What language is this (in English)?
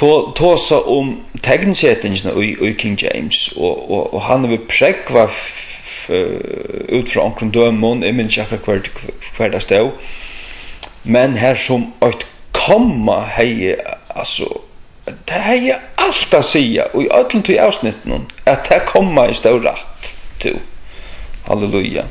Faroese